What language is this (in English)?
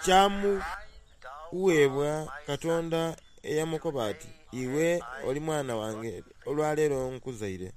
Soga